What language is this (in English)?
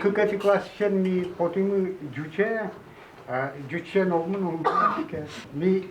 Udmurt